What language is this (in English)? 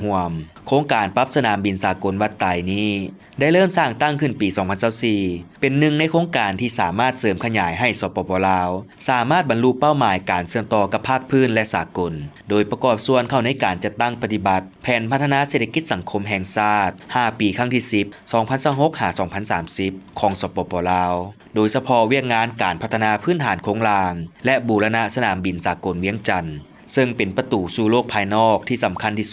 Lao